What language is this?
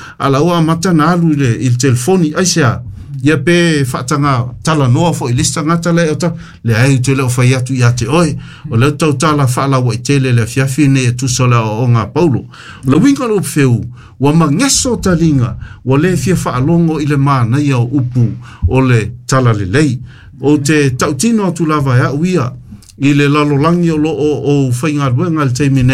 Samoan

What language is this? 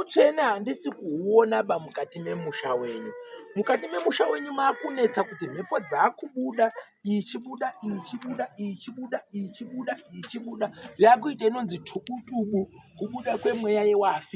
Shona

